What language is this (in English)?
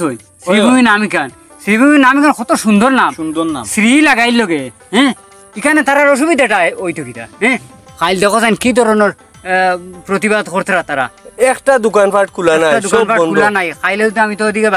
Sylheti